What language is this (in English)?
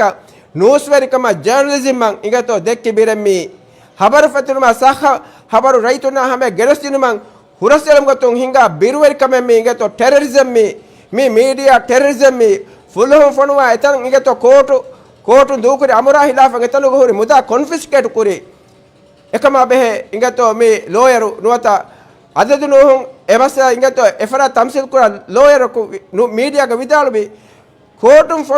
Divehi